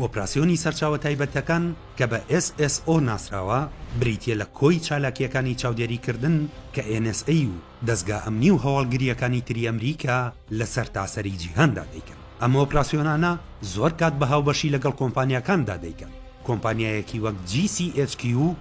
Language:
Central Kurdish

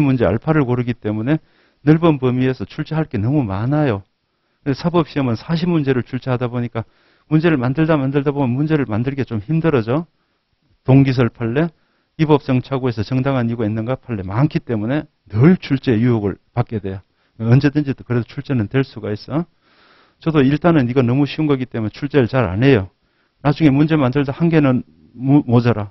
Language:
Korean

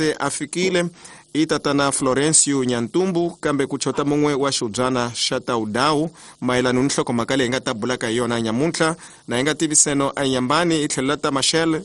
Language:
Tsonga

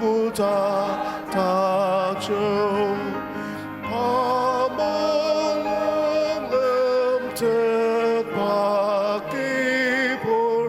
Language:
Ao Naga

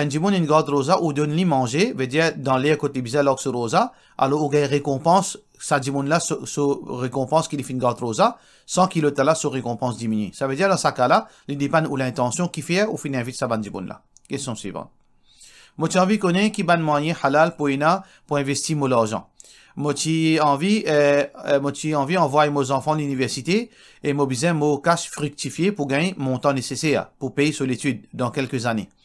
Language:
Morisyen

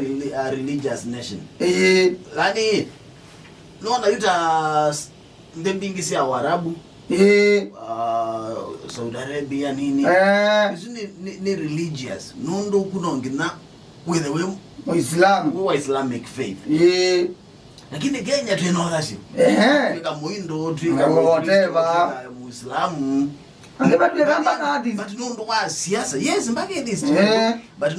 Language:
Kamba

